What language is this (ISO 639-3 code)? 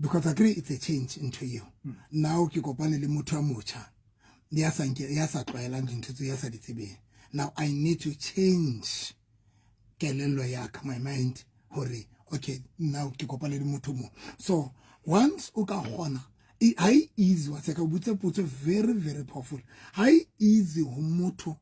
sot